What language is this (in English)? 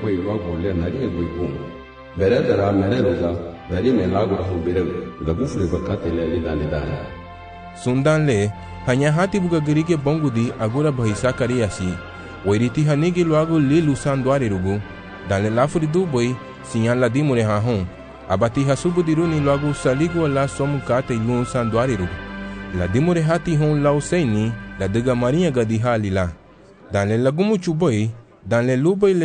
Garifuna